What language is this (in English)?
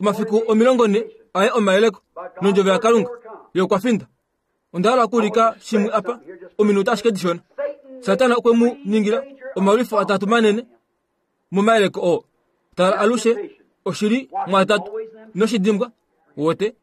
Kuanyama